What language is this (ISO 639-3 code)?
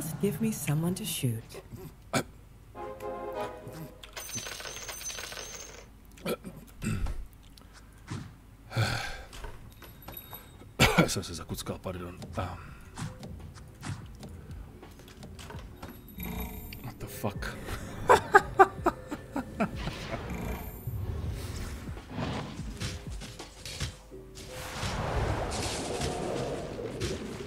ces